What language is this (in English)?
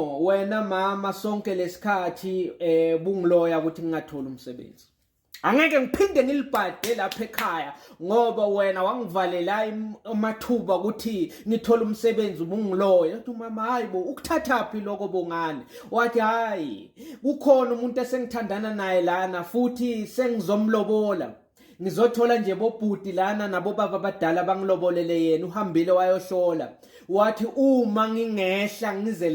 Zulu